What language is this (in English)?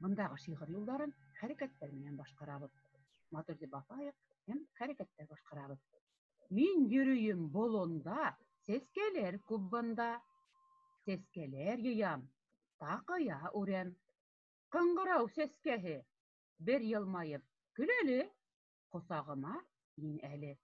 Bashkir